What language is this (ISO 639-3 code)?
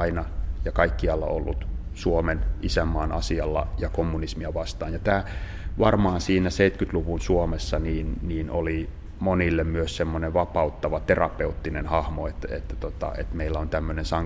fin